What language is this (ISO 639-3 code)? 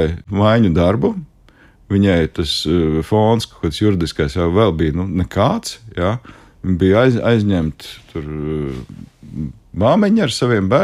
lav